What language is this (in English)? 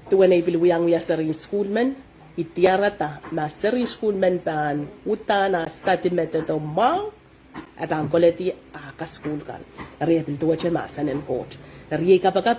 Pohnpeian